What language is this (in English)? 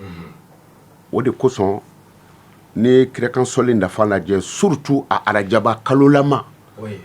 Bambara